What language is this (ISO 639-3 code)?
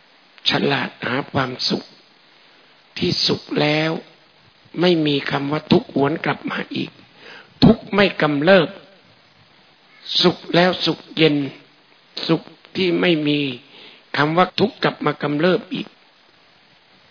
tha